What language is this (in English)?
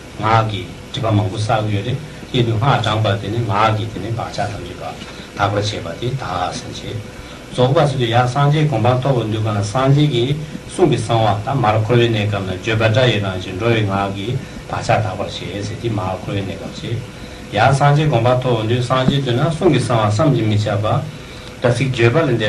Tibetan